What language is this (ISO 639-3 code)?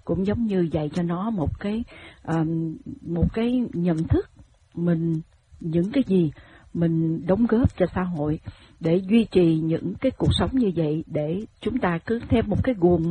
vie